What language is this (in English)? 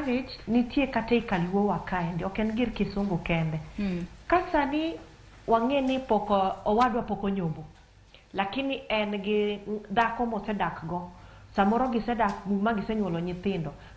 Luo (Kenya and Tanzania)